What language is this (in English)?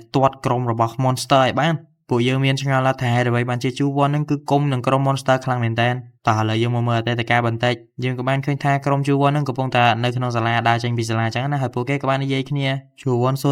Khmer